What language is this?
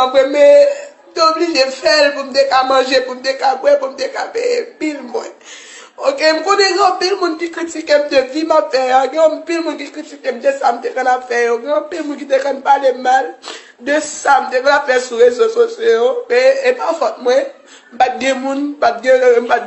Haitian Creole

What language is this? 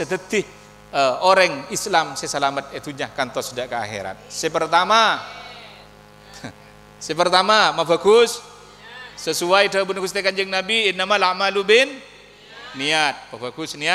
Madurese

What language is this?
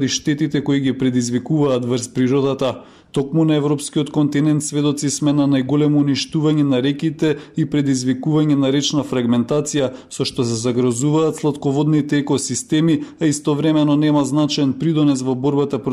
Macedonian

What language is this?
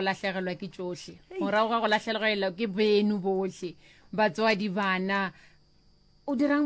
Northern Sotho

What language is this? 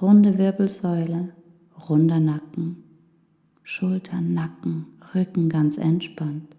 Swiss German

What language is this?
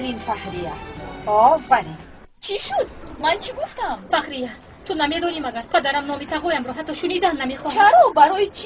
Tajik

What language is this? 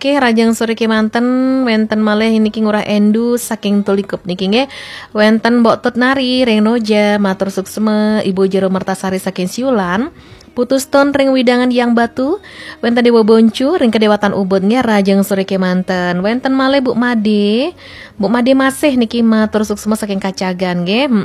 Balinese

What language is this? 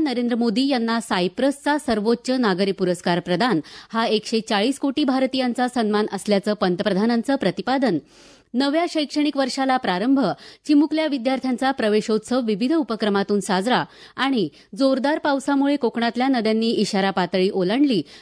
Marathi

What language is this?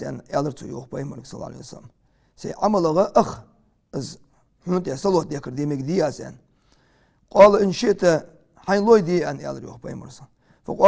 Ingush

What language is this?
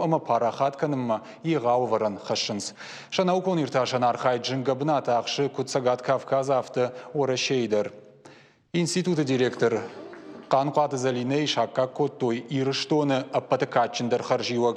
Ossetic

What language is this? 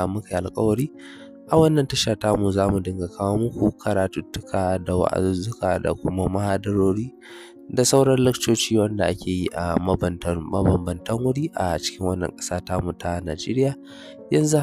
Hausa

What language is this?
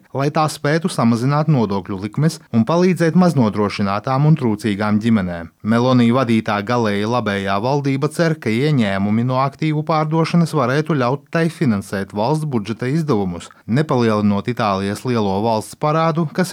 Latvian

